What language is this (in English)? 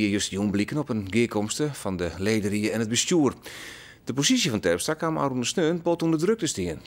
Western Frisian